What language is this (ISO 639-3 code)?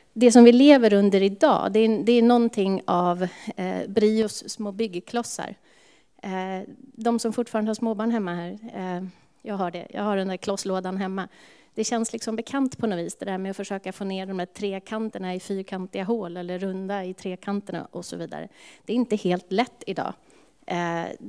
swe